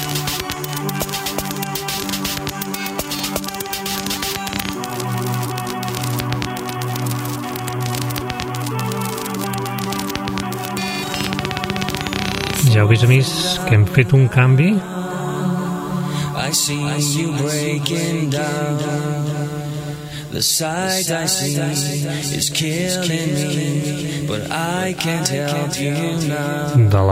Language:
Catalan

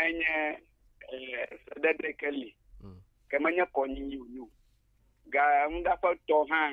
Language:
Ewe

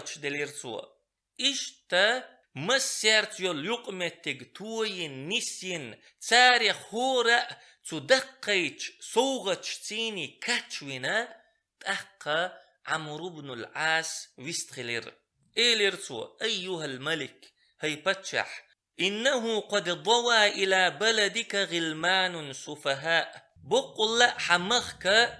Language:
Chechen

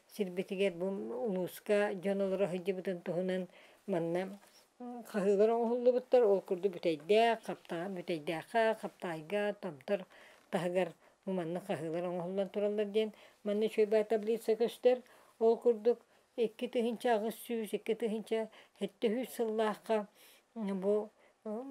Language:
Yakut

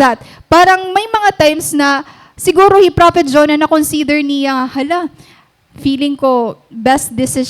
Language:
Waray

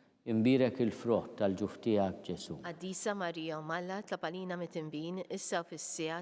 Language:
Maltese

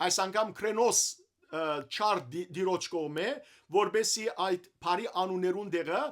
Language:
Western Armenian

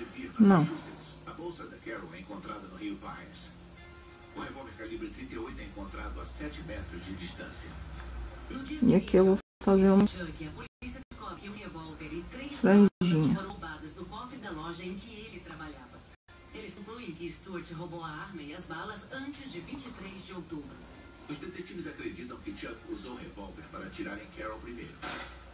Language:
Portuguese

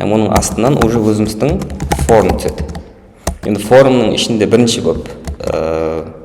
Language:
Kara-Kalpak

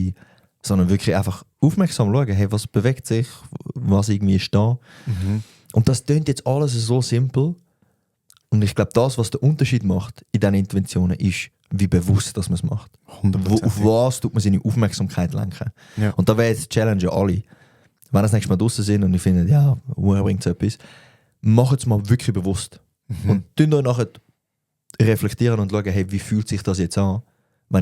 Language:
Swiss German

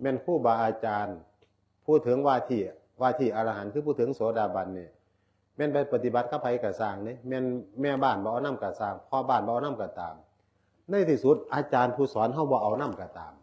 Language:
Northeastern Thai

